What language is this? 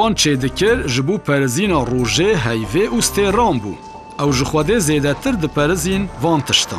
Kurdish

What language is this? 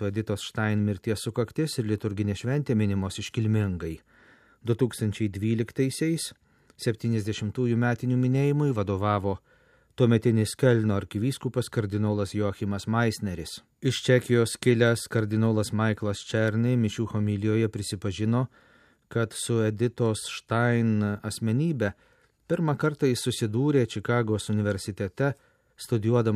Lithuanian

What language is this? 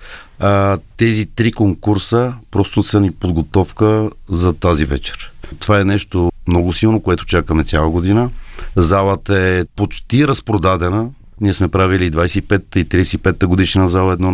Bulgarian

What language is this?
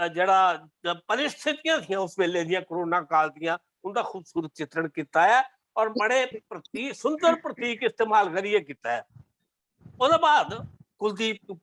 Dogri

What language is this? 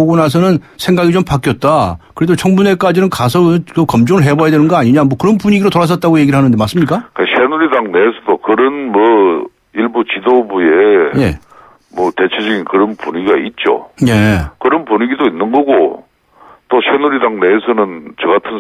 Korean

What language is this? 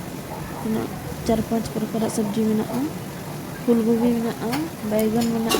Santali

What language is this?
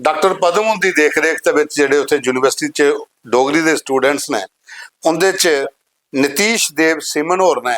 Dogri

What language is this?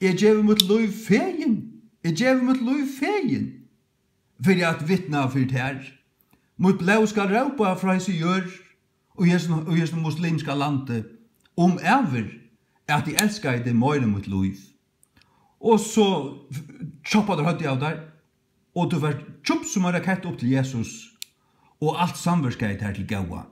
Faroese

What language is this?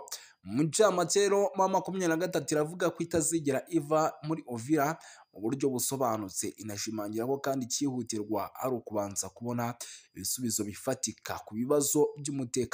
Kinyarwanda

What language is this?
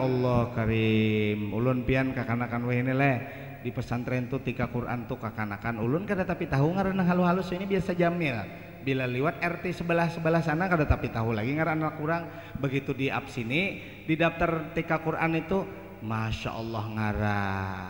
Banjar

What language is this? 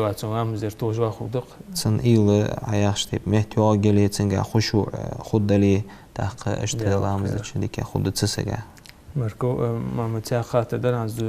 Ingush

